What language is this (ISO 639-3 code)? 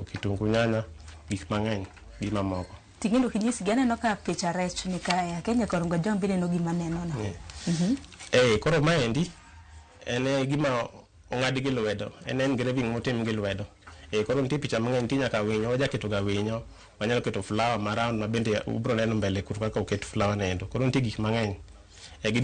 luo